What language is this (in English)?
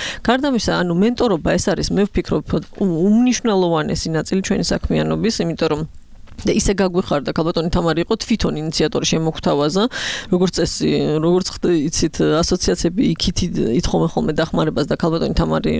Georgian